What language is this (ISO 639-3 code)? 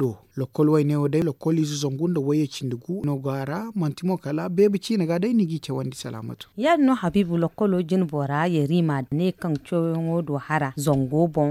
dje